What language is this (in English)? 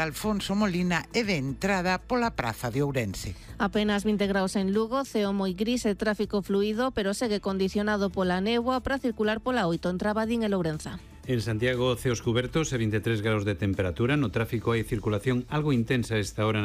Galician